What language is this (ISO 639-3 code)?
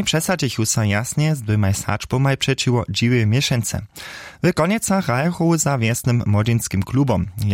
hsb